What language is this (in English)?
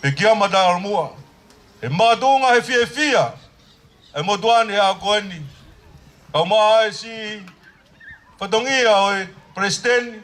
Tongan